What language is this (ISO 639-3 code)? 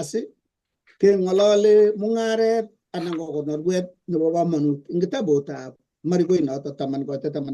kln